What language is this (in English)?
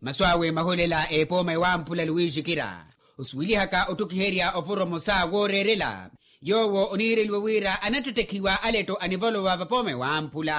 Makhuwa